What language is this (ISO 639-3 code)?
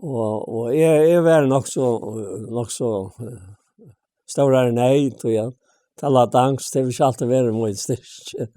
fao